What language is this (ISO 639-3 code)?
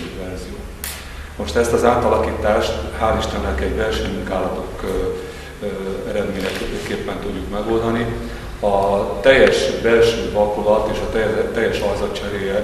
hun